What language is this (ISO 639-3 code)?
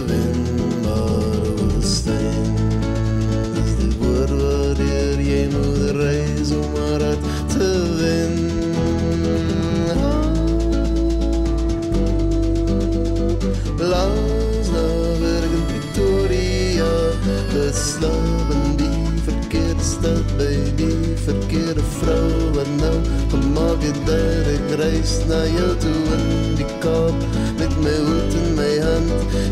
afr